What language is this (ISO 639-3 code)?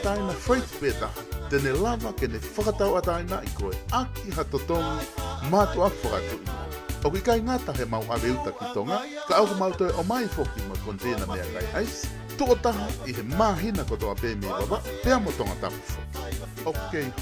ton